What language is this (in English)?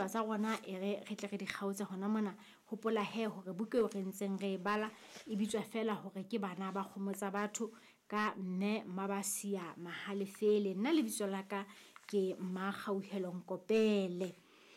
Southern Sotho